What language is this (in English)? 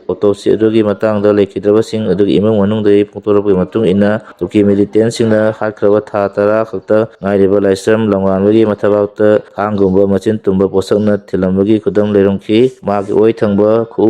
Manipuri